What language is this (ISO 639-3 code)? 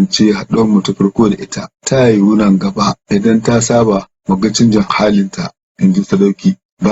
hau